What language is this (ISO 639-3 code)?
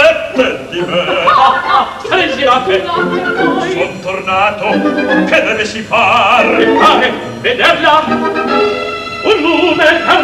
ita